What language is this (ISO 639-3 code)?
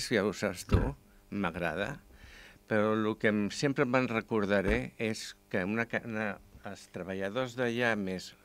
cat